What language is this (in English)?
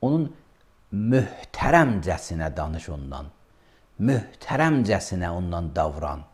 Azerbaijani